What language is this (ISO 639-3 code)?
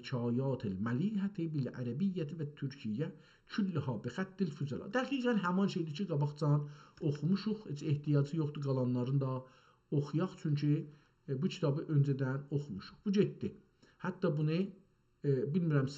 azb